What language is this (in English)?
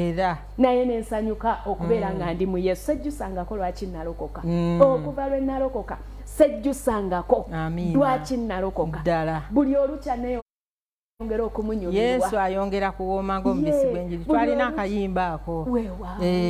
Ganda